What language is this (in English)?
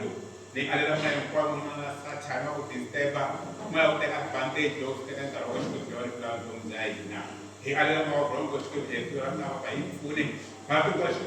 Tsonga